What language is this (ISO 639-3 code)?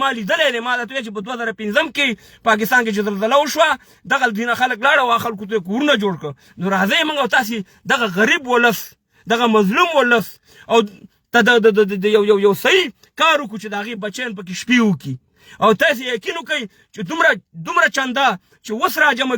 pus